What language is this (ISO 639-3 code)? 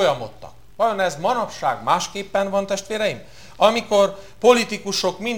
hun